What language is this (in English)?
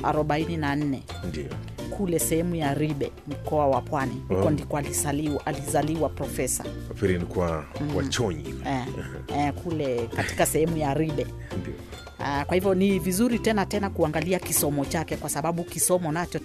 Swahili